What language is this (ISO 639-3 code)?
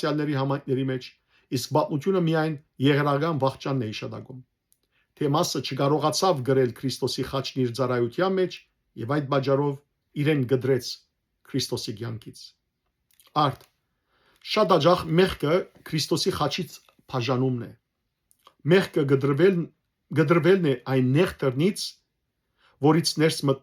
hyw